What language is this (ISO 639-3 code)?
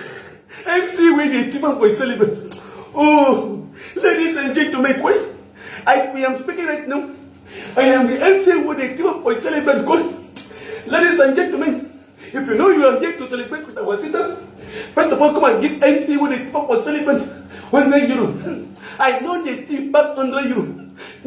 pcm